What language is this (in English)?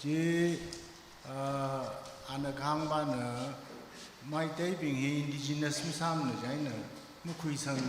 Tangkhul Naga (India)